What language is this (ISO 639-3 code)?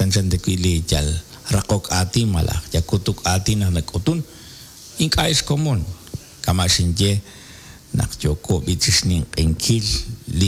kek